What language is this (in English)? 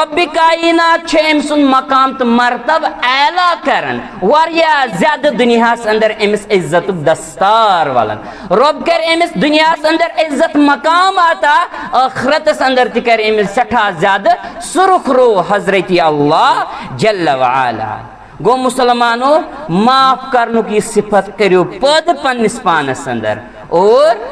Kashmiri